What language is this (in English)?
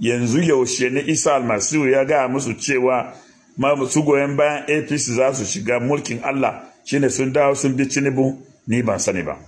Hausa